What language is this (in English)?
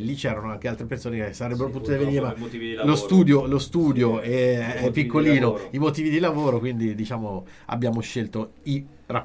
Italian